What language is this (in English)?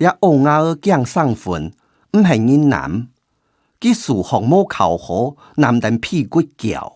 Hakka Chinese